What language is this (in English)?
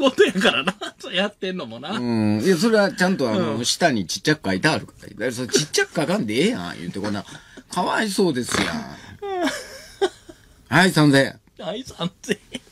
Japanese